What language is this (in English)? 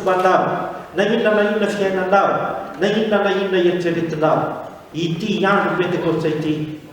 Malagasy